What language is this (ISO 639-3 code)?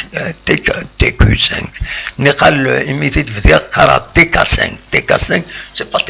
kab